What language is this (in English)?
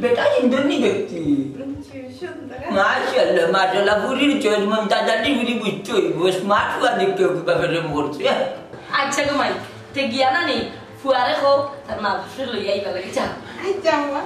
Sylheti